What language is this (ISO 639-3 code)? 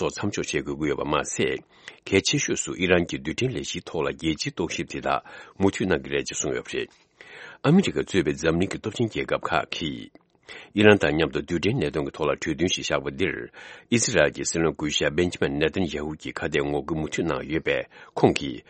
bod